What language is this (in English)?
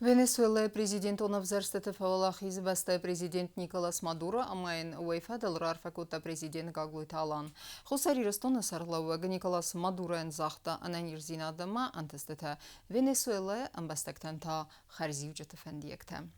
Ossetic